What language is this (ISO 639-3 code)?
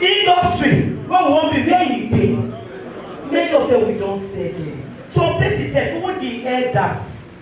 pcm